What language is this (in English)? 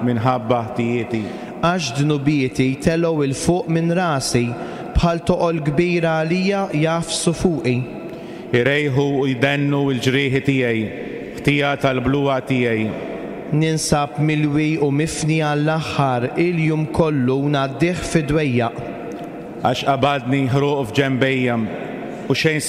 Maltese